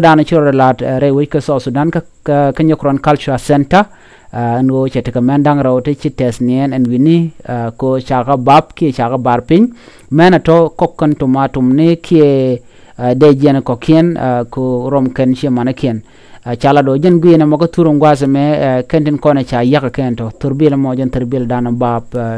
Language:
Nuer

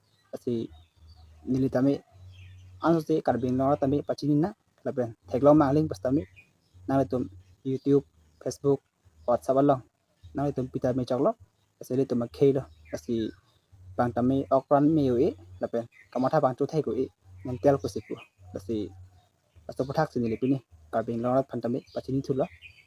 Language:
Karbi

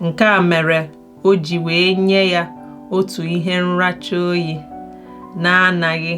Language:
Igbo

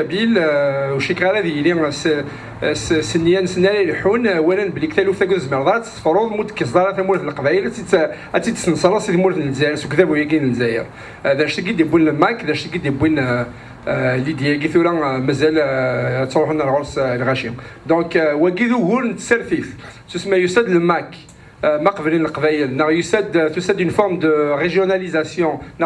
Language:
Kabyle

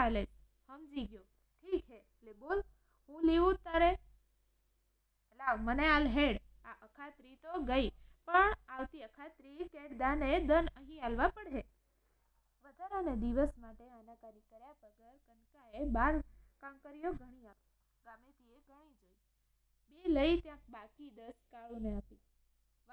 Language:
Gujarati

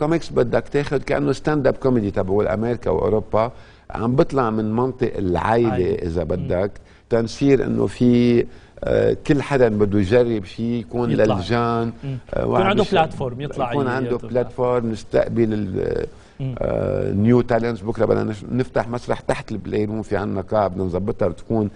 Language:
North Levantine Arabic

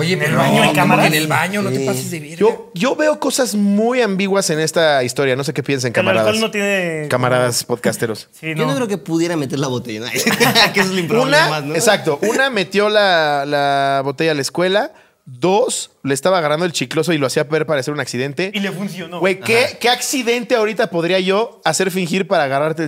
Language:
Spanish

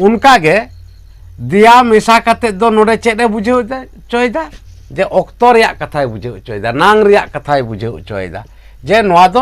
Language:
Santali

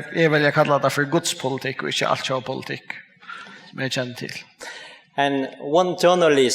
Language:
Faroese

